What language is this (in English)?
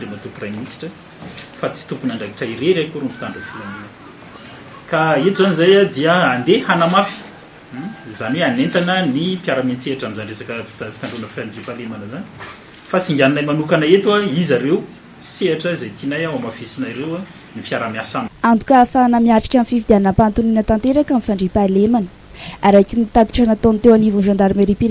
Malagasy